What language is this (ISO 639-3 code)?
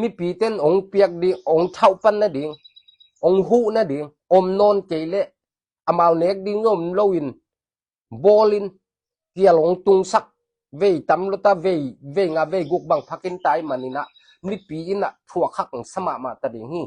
ctd